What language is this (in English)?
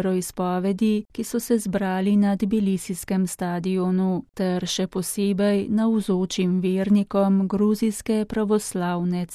Slovenian